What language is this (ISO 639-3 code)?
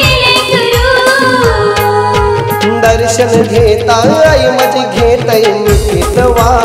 mar